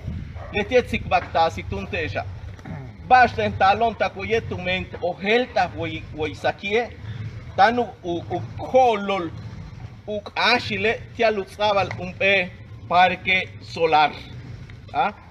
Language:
Yucateco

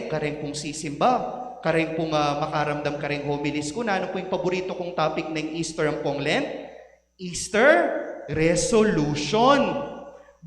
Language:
Pampanga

